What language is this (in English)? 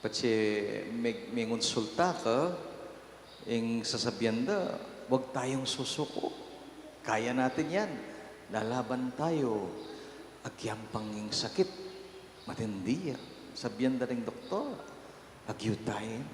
Pampanga